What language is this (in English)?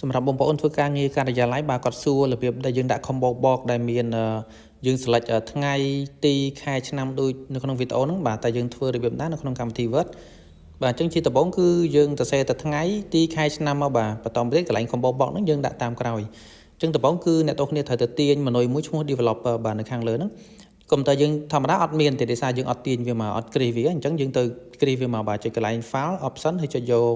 Khmer